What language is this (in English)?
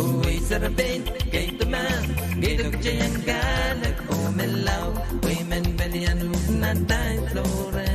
Pohnpeian